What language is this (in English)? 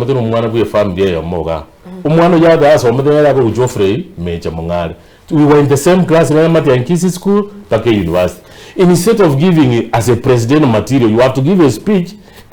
Gusii